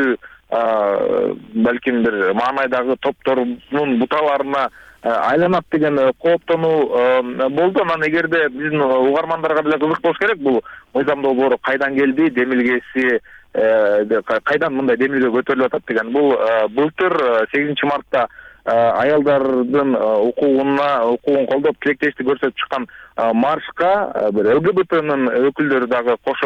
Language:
Kyrgyz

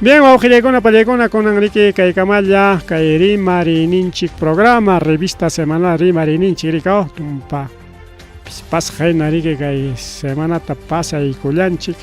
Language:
Ayacucho Quechua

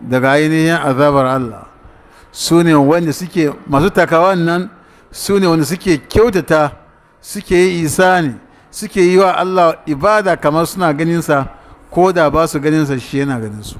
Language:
Hausa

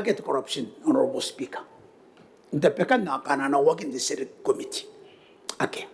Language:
Gilbertese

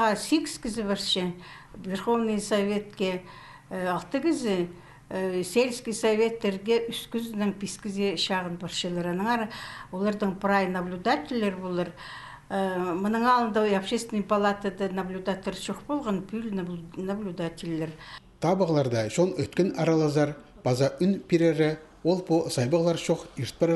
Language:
Khakas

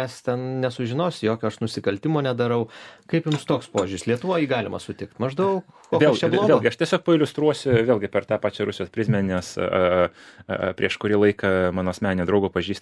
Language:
Lithuanian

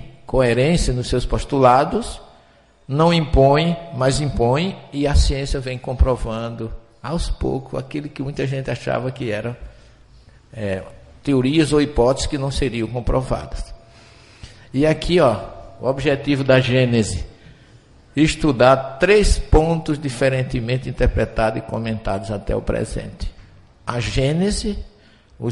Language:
Portuguese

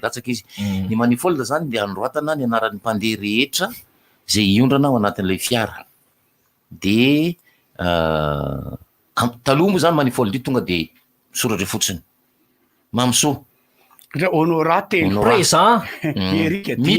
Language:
Malagasy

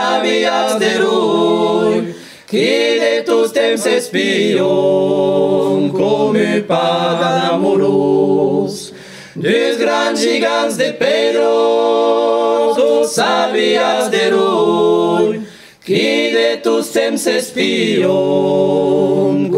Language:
Occitan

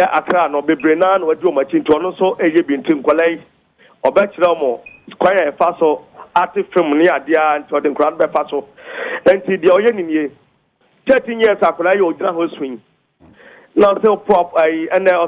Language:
Akan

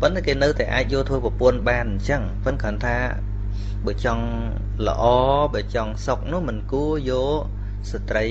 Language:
Khmer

